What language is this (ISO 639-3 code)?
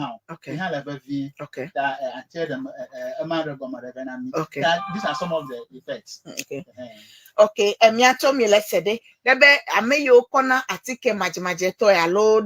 ewe